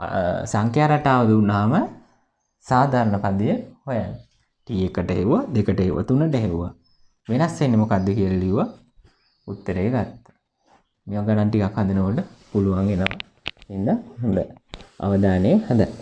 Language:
Sinhala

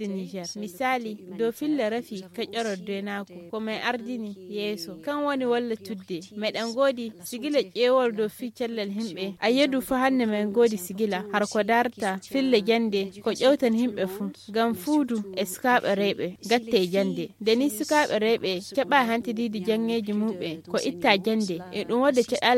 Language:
Fula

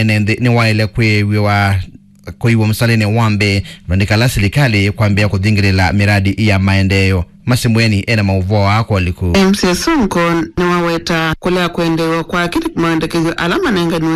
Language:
Kamba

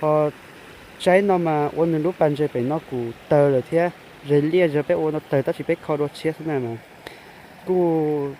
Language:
Hmong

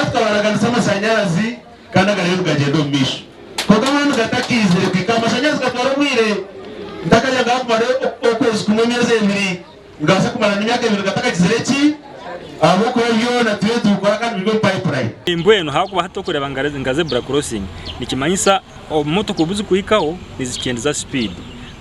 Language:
Nyankole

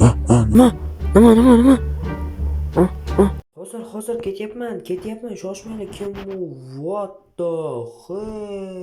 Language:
Uzbek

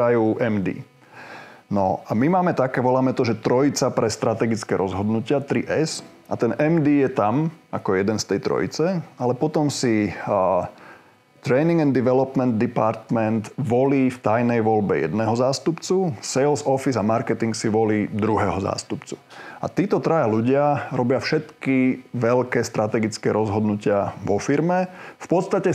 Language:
Slovak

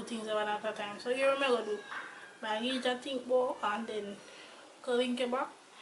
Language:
Jamaican Creole English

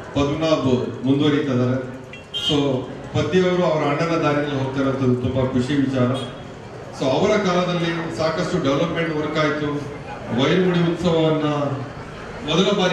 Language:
Kannada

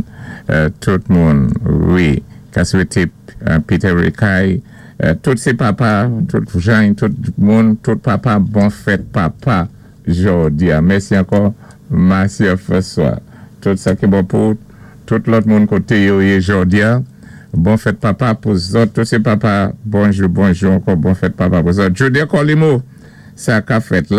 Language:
Saint Lucian Creole French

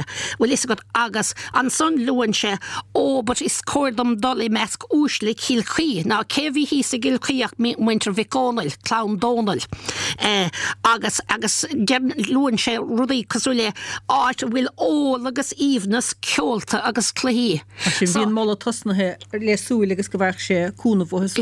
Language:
Irish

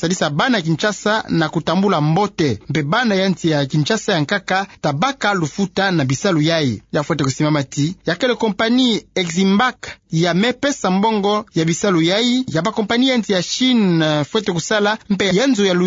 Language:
Kituba (Democratic Republic of Congo)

